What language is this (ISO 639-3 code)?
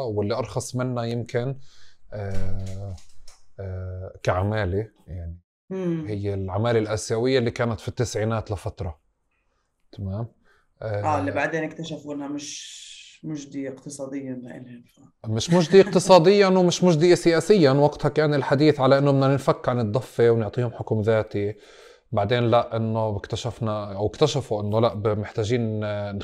apc